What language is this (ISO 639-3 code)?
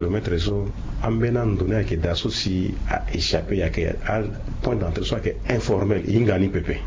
sag